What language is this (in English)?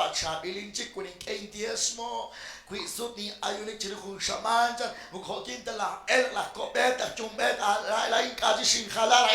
Kekchí